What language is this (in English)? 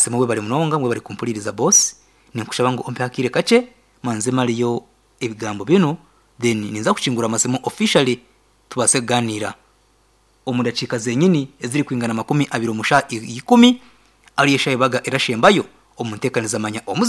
Nyankole